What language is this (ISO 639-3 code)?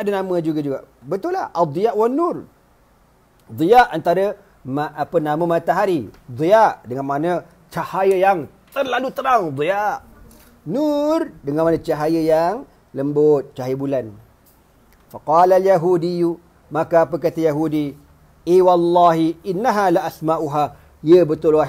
msa